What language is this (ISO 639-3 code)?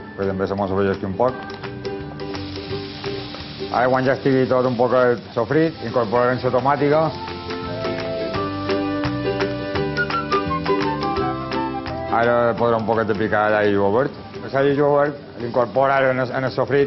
cat